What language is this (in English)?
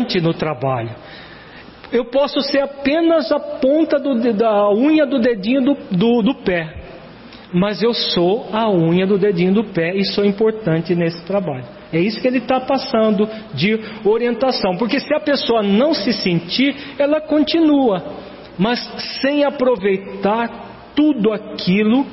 Portuguese